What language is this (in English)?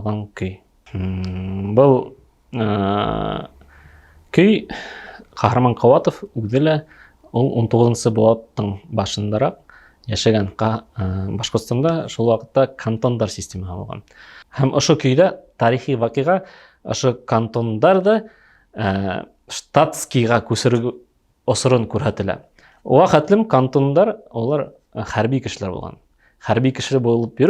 Bashkir